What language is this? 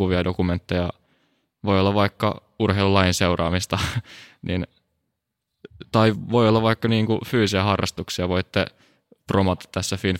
Finnish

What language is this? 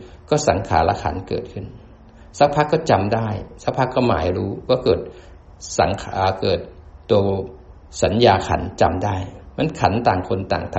Thai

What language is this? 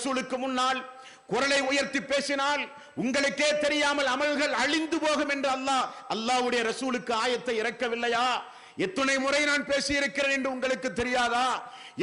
Tamil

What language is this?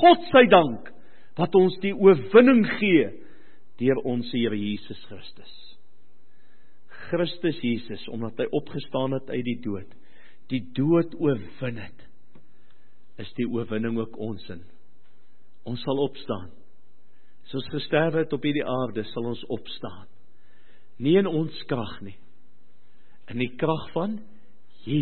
Afrikaans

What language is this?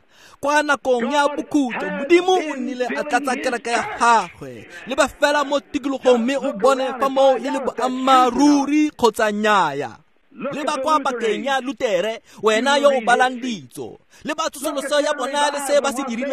Tswana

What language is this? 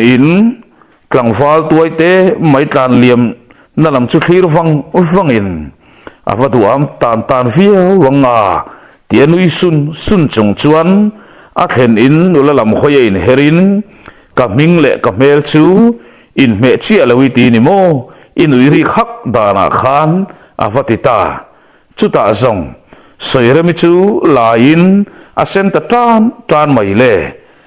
Mizo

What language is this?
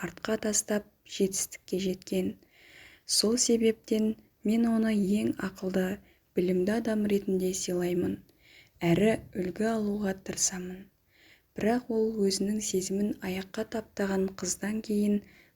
Kazakh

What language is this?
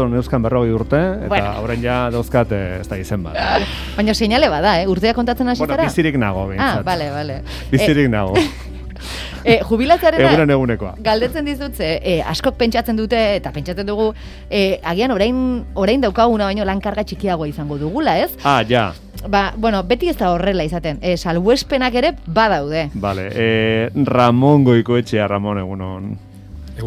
Basque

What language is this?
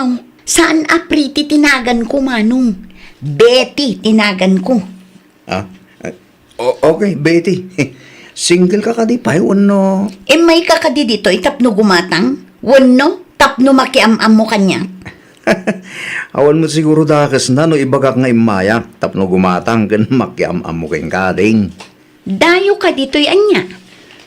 Iloko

